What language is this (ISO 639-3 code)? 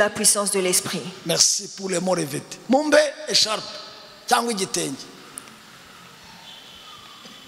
kin